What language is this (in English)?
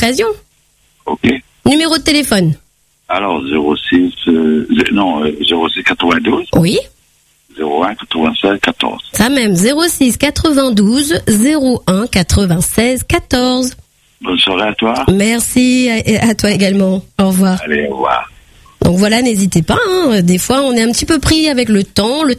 French